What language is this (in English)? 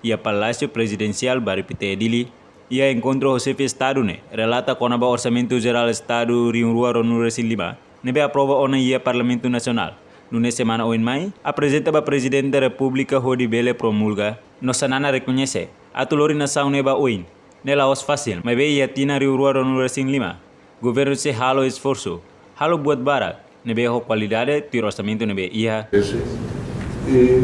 Tetum